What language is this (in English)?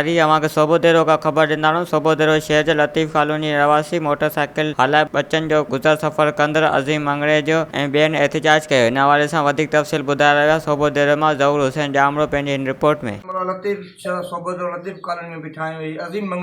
Sindhi